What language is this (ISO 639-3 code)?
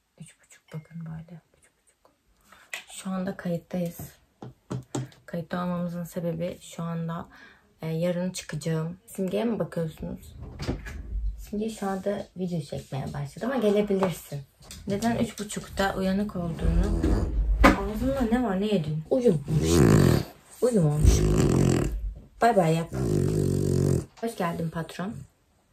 tur